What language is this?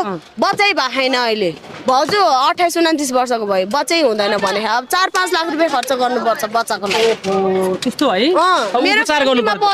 Nepali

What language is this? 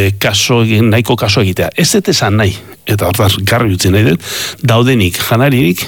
Basque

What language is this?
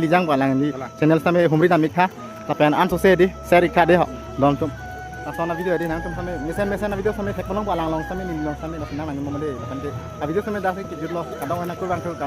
Karbi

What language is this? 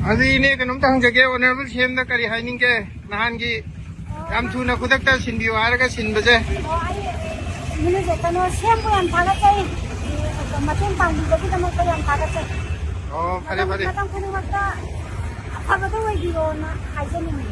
Manipuri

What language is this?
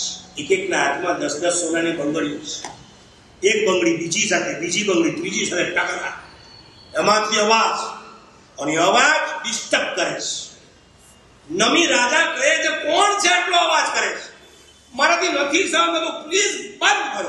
Gujarati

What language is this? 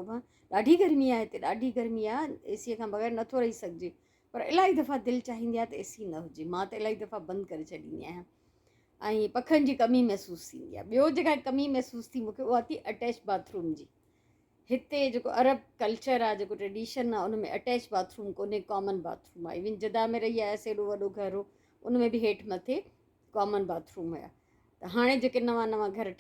Sindhi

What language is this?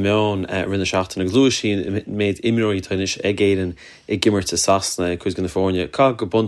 Irish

